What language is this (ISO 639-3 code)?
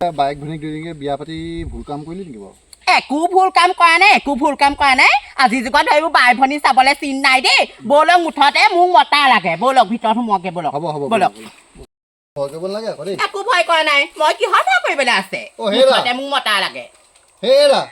asm